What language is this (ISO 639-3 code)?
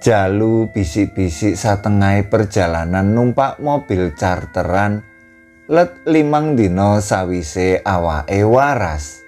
jav